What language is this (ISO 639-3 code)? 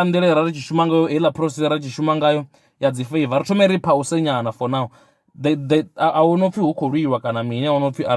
ven